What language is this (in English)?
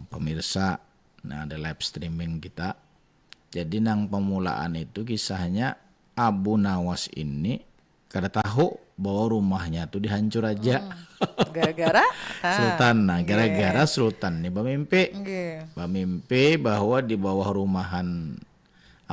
Banjar